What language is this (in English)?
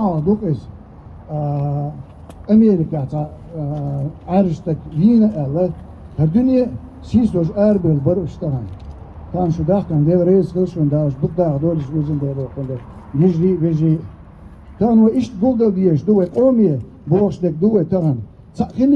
Chechen